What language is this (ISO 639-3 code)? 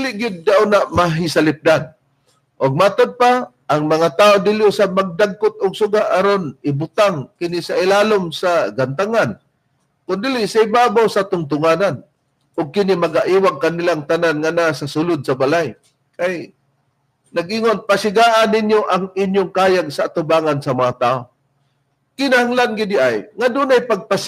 ceb